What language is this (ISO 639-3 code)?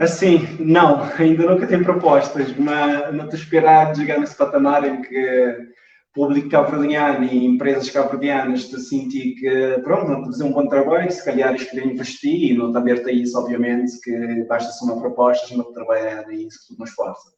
kea